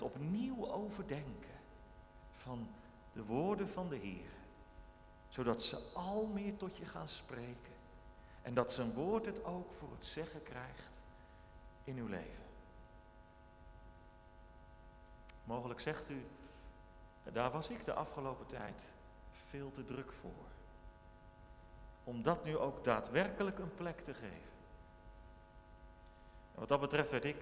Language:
Dutch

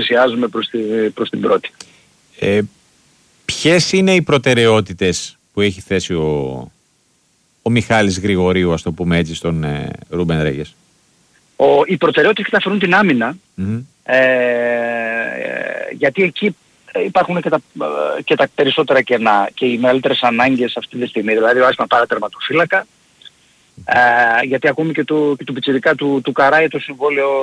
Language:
Greek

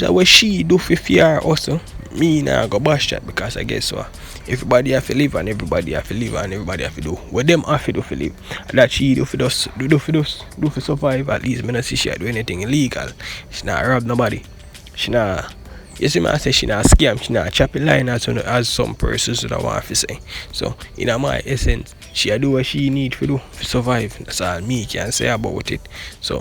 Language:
Jamaican Creole English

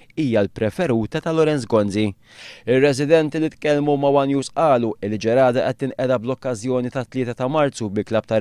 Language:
Maltese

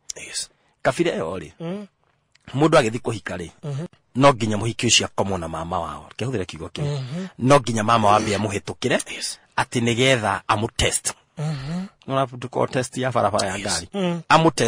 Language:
Kikuyu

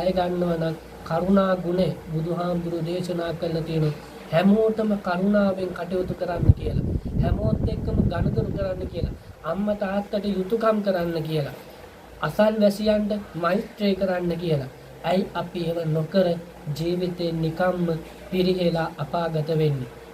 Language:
Sinhala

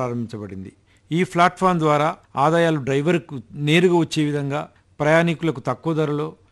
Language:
Telugu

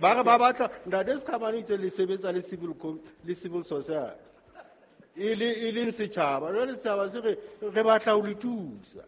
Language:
Southern Sotho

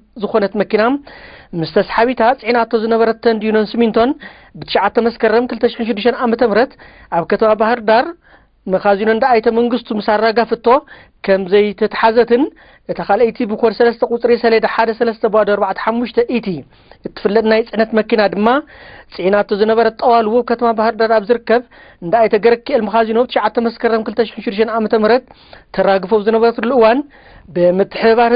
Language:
Tigrinya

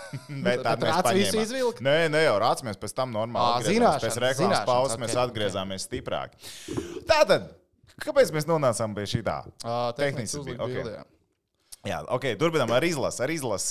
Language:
Latvian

